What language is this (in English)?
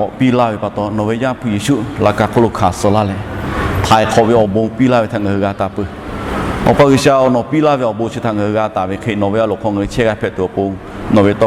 Lahu